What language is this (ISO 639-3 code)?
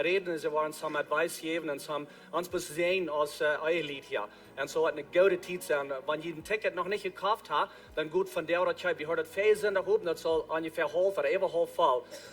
pdt